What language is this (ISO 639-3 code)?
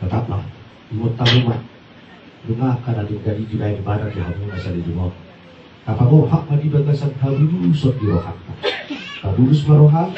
bbc